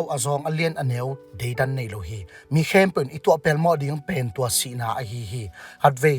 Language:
Tedim Chin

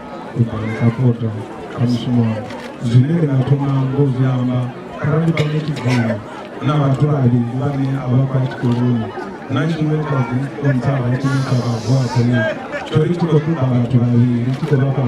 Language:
Venda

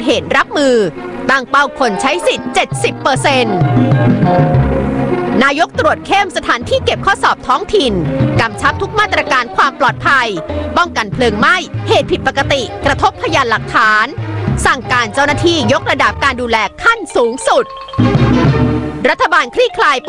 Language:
Thai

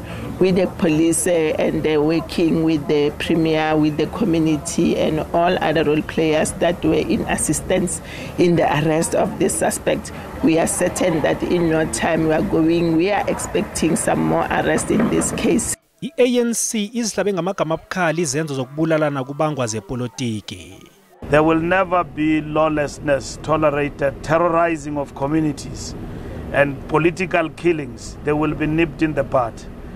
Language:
Zulu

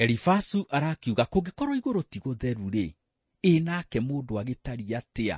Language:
Kikuyu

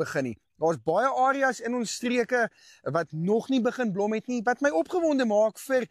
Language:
Afrikaans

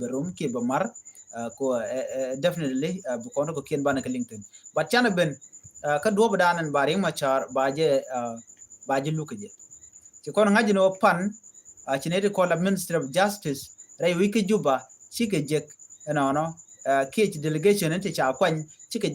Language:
Nuer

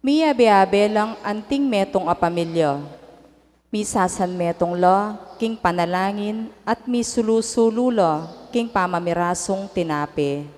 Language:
Pampanga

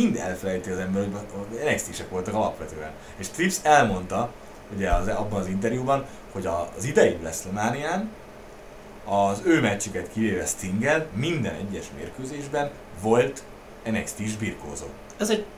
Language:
Hungarian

